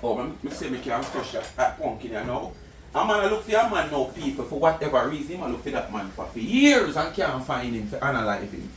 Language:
Jamaican Creole English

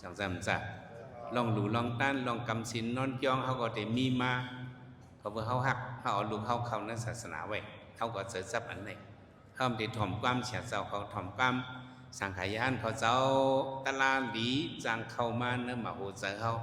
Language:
Shan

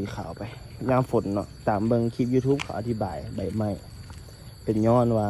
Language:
Lao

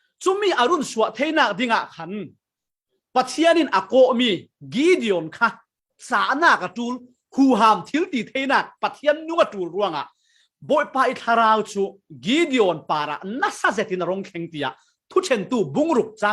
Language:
Falam Chin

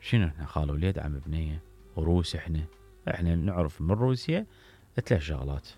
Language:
Mesopotamian Arabic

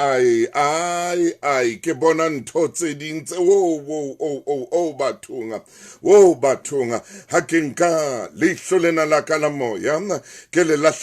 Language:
Southern Sotho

